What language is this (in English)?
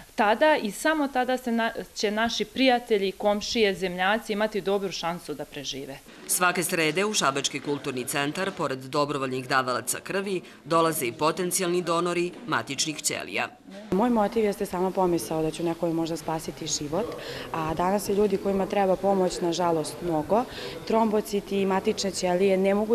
Serbian